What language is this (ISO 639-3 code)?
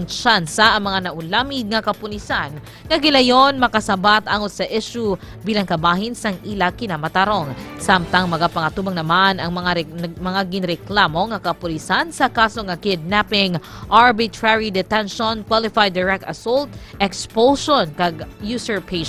hil